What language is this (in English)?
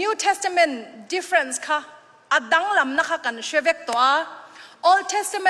Hakha Chin